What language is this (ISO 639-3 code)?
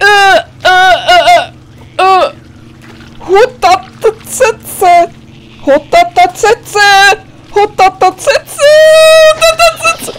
gsw